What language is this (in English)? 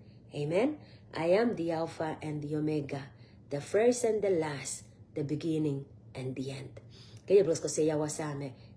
Pohnpeian